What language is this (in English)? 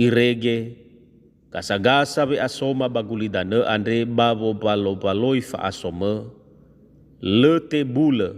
Nias